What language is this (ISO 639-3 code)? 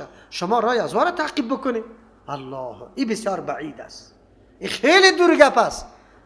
fas